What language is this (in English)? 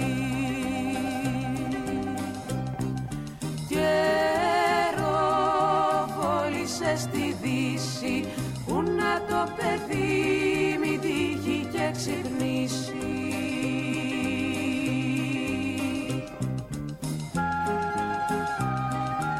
Greek